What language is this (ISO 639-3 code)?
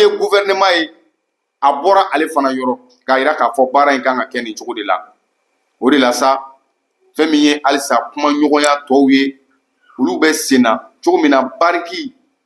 bam